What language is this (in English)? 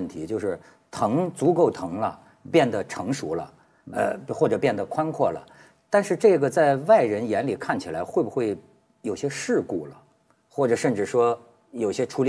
Chinese